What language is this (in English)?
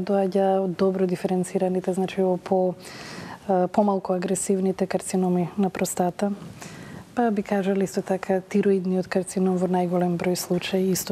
Macedonian